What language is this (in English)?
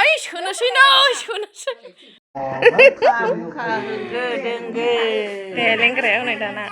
Bodo